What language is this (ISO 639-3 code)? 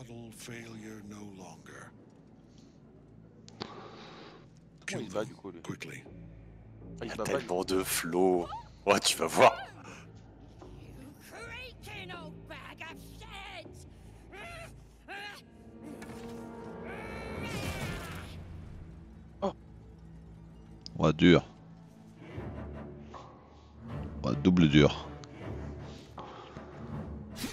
fra